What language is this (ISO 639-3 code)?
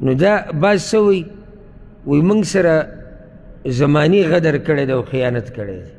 pus